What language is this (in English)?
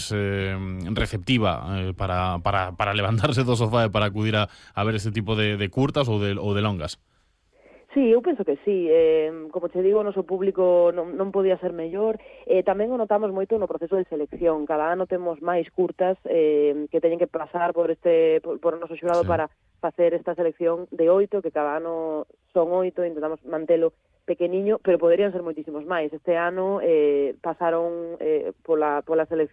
Galician